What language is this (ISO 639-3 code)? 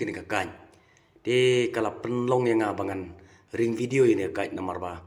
kha